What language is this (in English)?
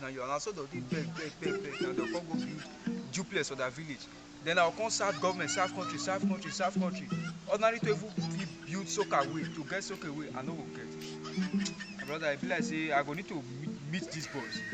Nigerian Pidgin